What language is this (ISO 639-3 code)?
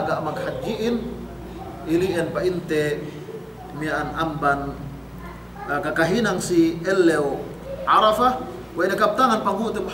yka